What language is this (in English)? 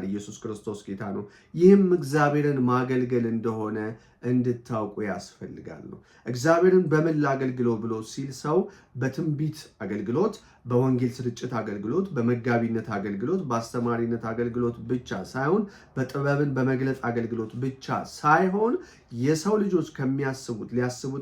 Amharic